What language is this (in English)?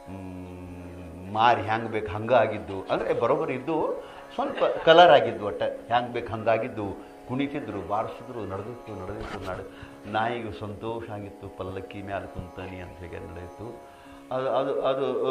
Kannada